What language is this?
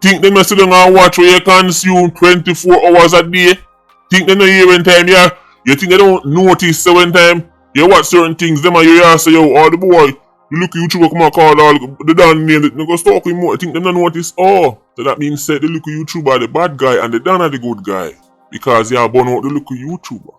Jamaican Creole English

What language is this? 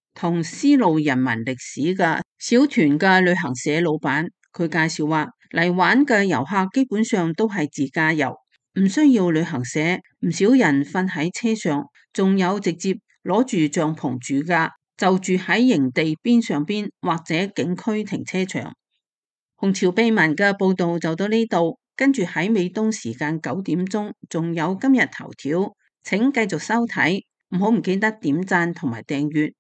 Cantonese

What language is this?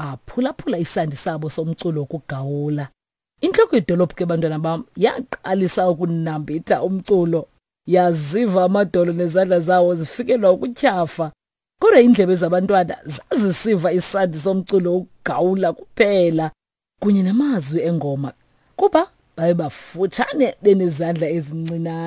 Xhosa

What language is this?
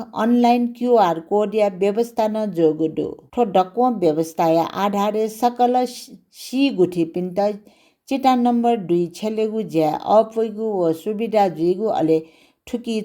Newari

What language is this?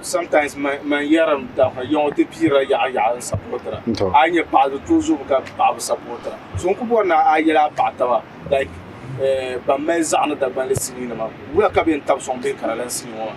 Dagbani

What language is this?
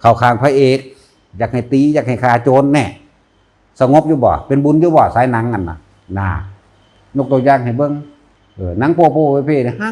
Lao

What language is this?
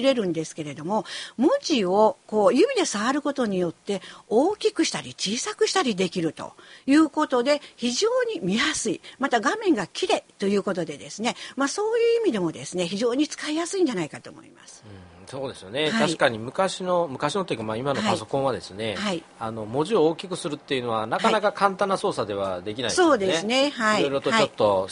Japanese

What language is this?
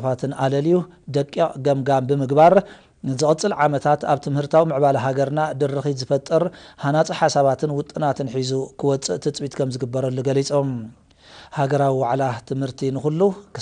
Tigrinya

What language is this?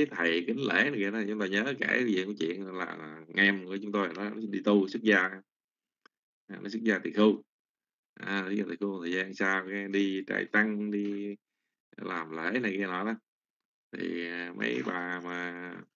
Vietnamese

